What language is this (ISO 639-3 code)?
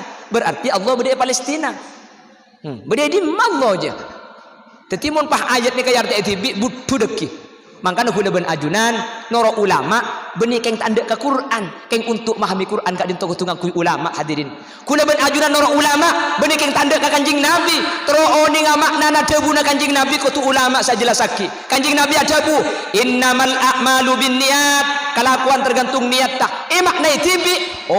mad